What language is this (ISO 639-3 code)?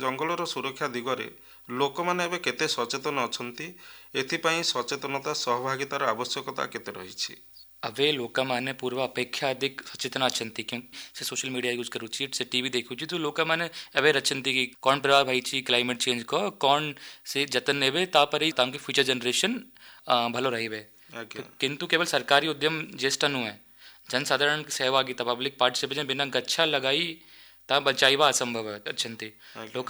ori